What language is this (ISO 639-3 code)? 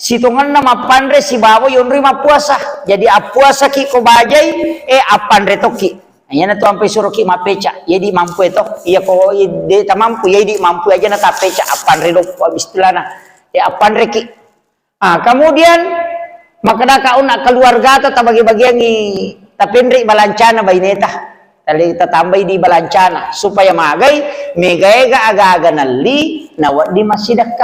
bug